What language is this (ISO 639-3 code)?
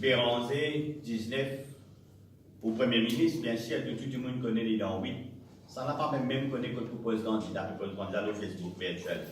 mfe